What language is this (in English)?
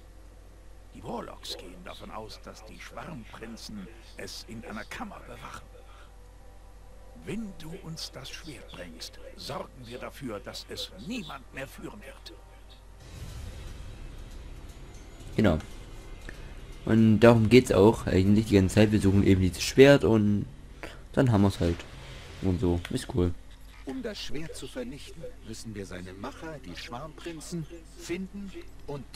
German